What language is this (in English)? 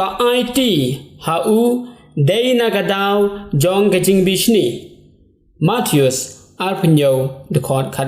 Khasi